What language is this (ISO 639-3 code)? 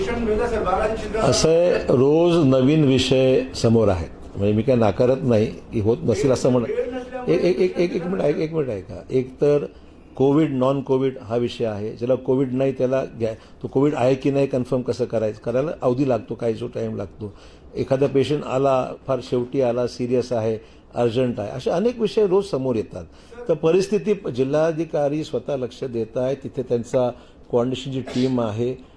mar